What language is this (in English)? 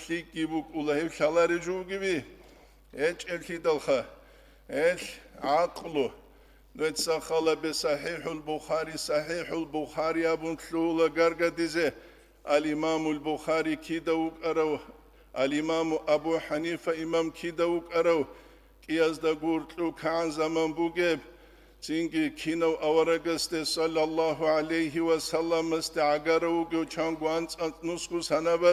Avaric